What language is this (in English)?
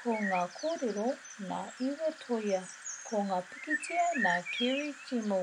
Māori